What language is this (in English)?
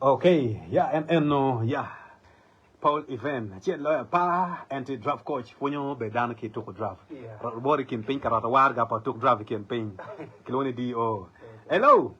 Acoli